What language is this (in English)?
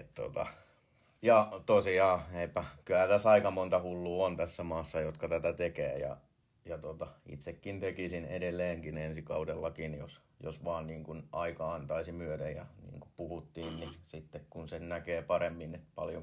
Finnish